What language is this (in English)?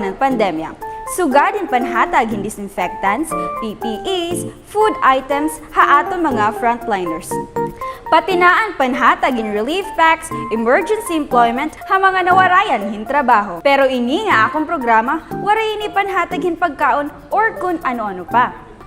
Waray